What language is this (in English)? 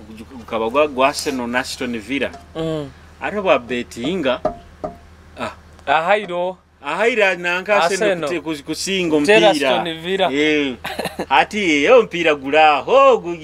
Nyoro